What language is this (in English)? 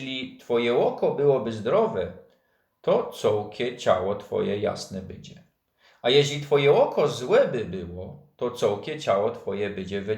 Silesian